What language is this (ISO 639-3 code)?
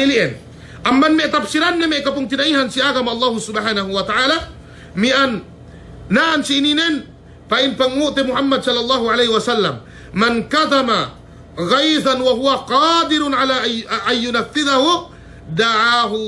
yka